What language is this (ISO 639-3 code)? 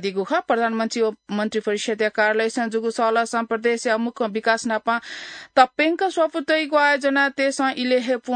new